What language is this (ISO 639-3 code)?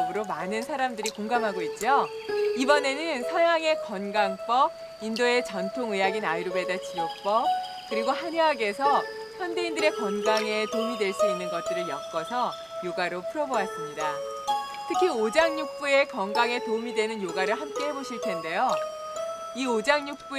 kor